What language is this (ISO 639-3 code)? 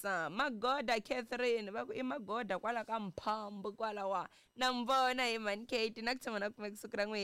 tso